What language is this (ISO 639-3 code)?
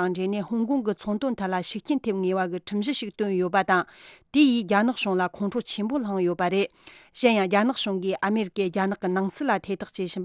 bod